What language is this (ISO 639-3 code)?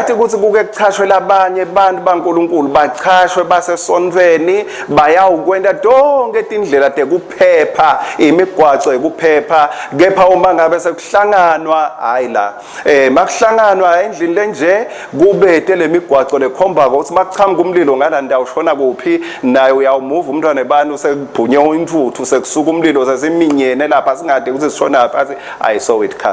ssw